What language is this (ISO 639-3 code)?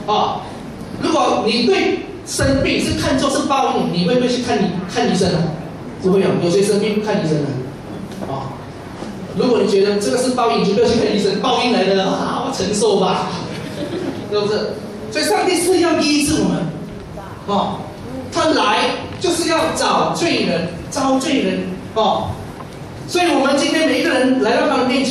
zho